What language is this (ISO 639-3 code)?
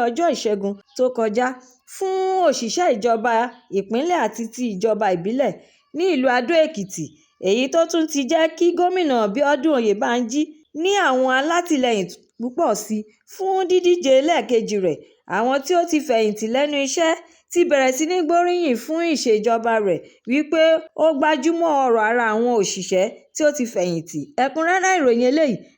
yor